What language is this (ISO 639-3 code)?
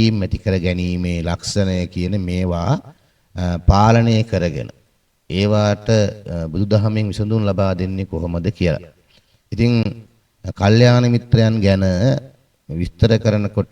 sin